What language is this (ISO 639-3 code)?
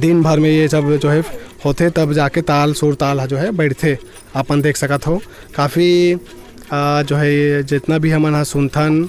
hne